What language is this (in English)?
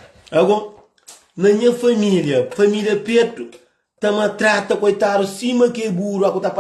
Kabuverdianu